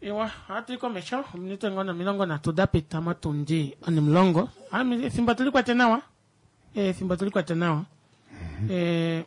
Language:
Kuanyama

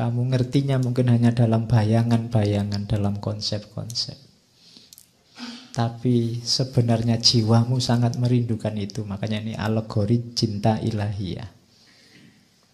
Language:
Indonesian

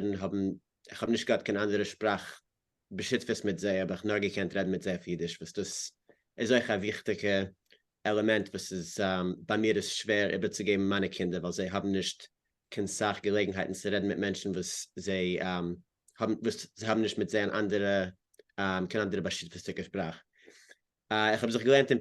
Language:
Yiddish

